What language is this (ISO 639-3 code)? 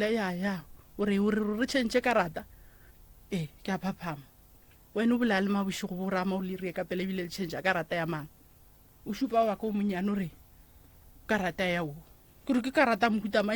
nso